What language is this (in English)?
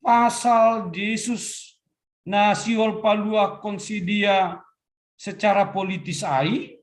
Batak Simalungun